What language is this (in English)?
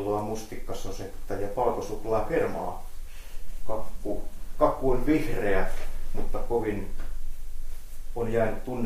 Finnish